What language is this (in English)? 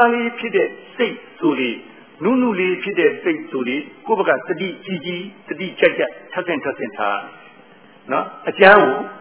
Burmese